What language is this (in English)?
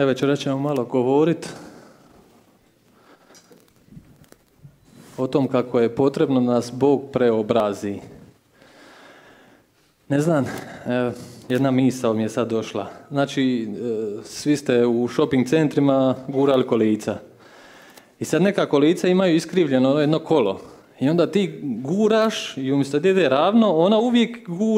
Croatian